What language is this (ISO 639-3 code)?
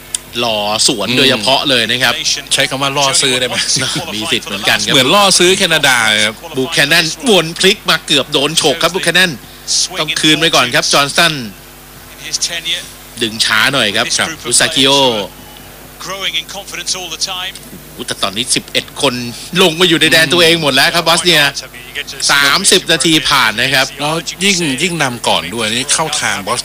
tha